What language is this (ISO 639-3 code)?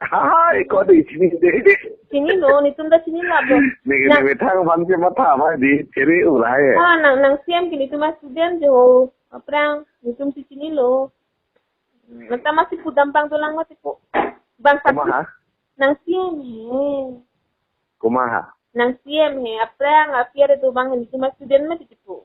mjw